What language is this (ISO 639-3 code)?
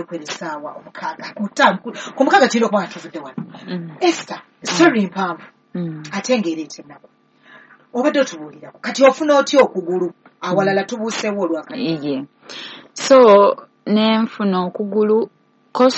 lug